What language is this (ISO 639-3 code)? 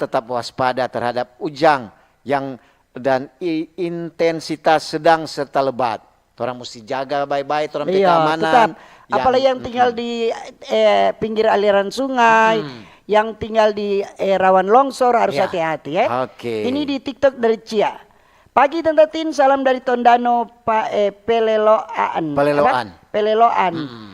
xmm